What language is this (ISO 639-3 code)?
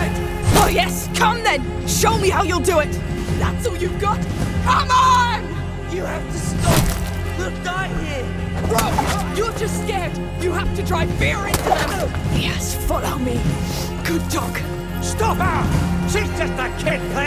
bar